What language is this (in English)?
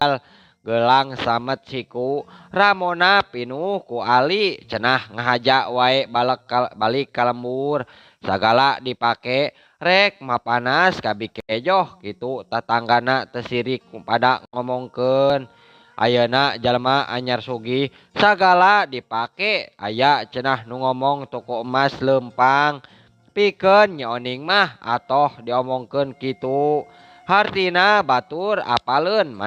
Sundanese